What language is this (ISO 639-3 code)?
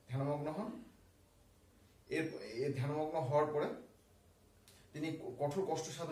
ben